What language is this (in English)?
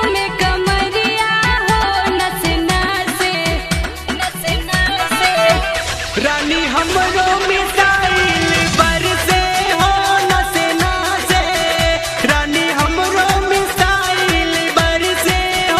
Bhojpuri